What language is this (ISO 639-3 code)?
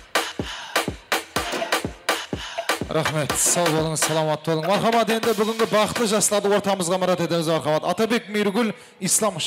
kaa